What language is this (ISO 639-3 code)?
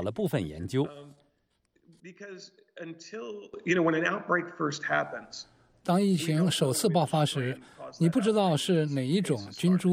zho